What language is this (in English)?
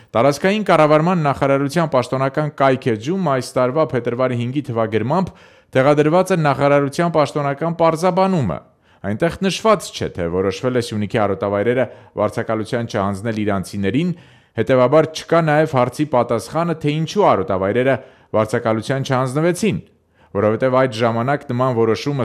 Armenian